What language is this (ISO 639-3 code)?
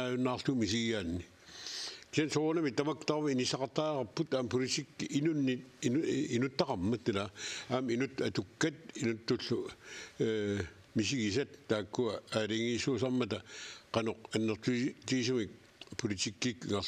kal